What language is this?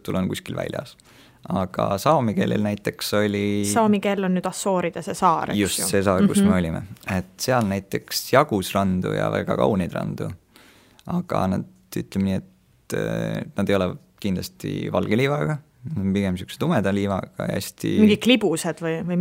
Estonian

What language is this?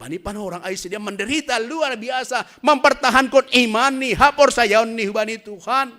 Batak Simalungun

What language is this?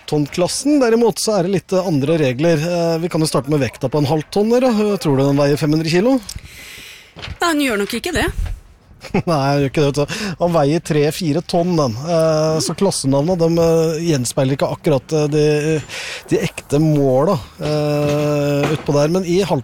Norwegian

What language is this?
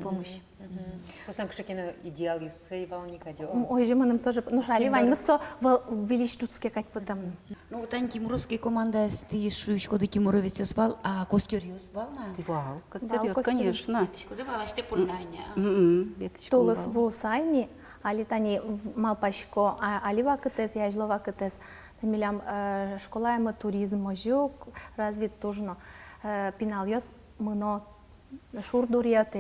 Udmurt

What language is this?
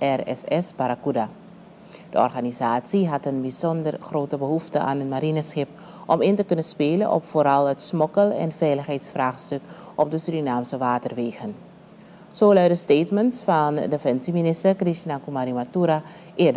Dutch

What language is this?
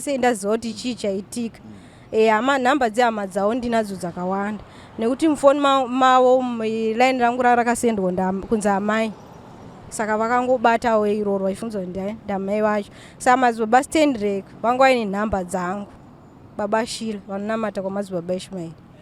Shona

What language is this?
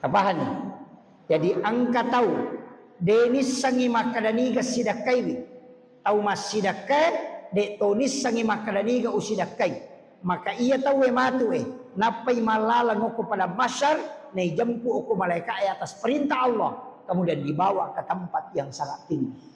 Buginese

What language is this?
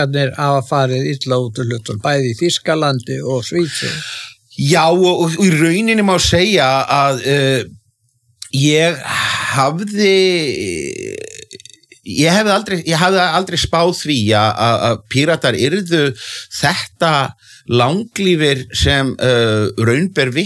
Icelandic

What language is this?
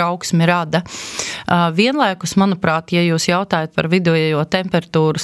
Latvian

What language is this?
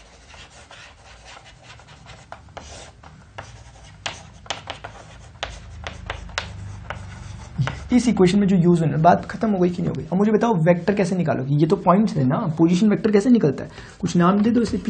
Hindi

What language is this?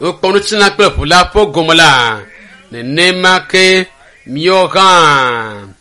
Ewe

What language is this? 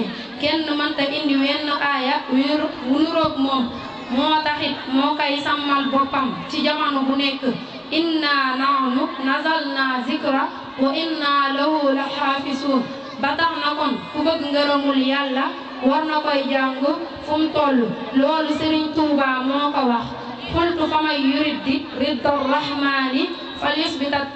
Wolof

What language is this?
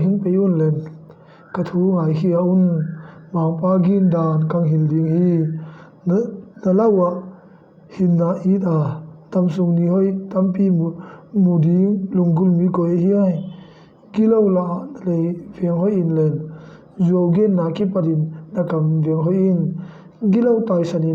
Tedim Chin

